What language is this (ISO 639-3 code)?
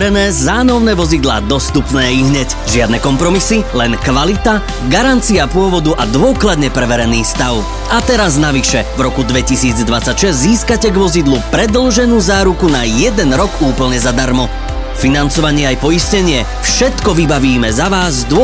slk